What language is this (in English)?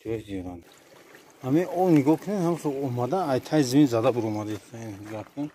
Tajik